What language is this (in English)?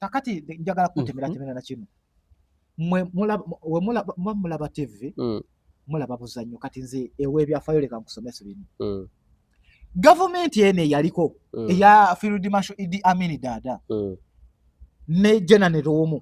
Ganda